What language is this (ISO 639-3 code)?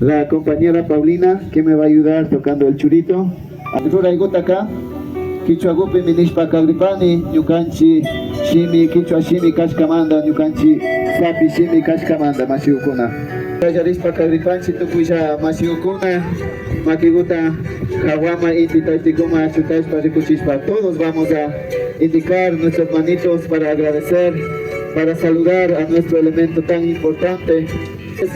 qvi